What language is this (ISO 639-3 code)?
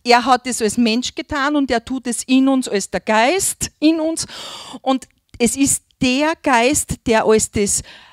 deu